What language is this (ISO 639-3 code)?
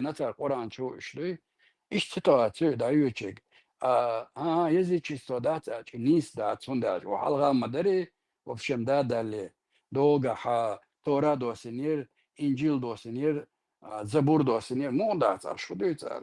che